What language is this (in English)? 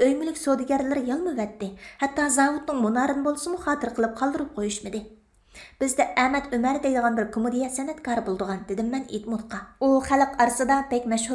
Uyghur